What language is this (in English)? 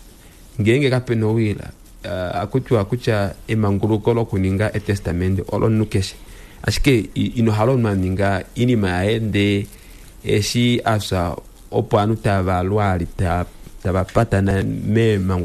Kuanyama